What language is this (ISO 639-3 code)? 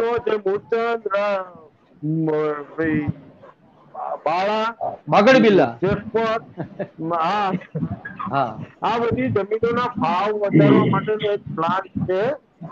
guj